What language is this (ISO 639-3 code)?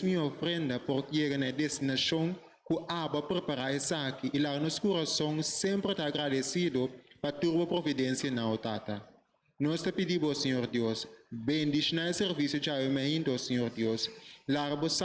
pap